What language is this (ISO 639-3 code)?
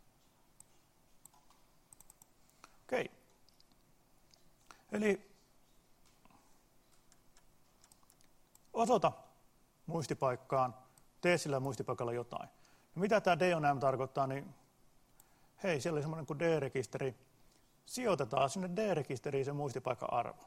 fin